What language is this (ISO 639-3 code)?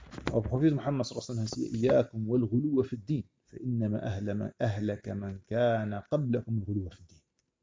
dan